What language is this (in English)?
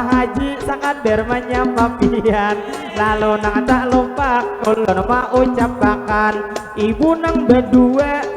Banjar